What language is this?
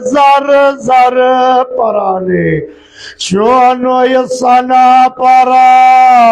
Kashmiri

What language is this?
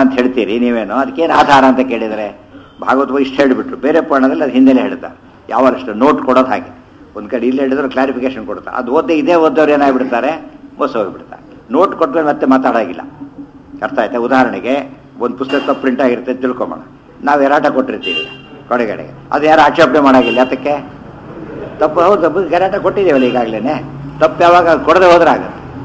Kannada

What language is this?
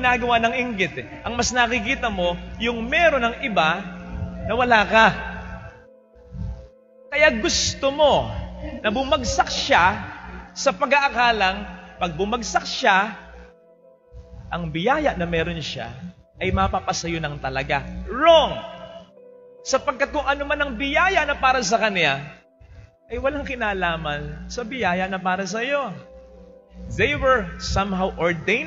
Filipino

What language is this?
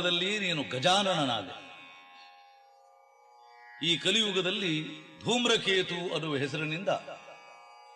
Kannada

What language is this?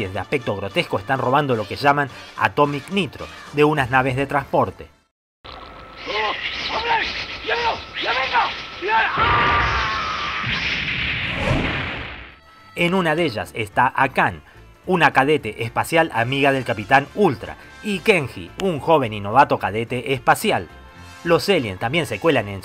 Spanish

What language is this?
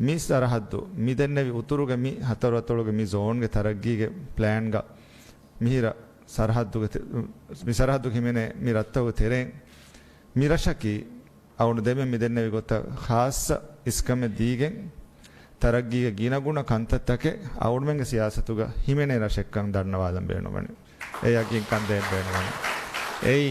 Divehi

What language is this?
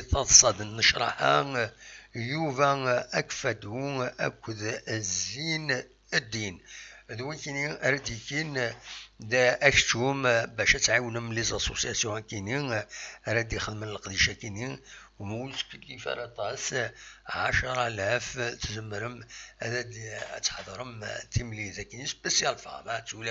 Kabyle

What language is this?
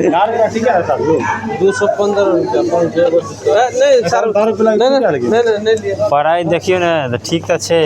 Maithili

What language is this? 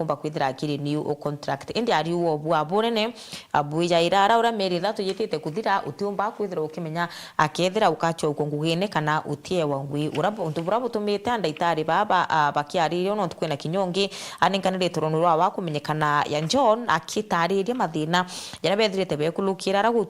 Meru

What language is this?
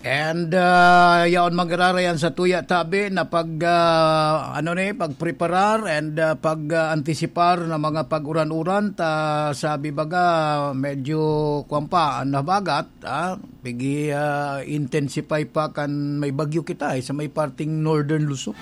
Bikol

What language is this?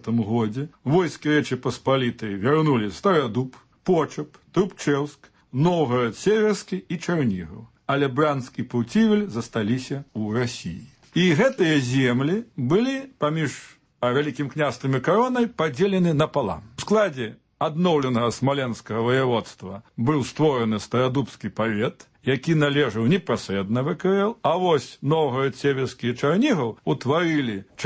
Belarusian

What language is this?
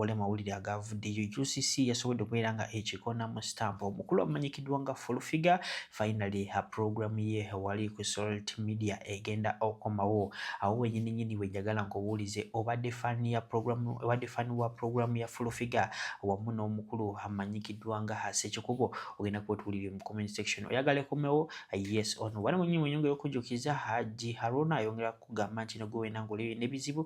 Ganda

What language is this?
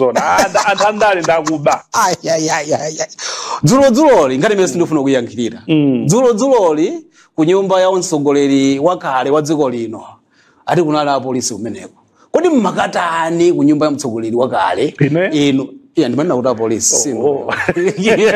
Nyanja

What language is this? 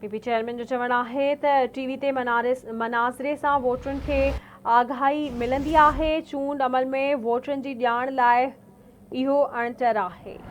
Sindhi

